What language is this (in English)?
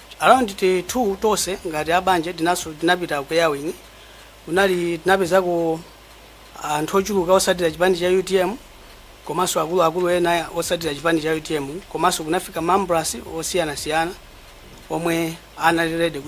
Nyanja